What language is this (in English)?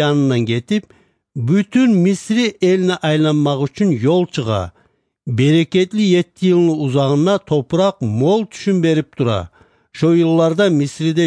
Kumyk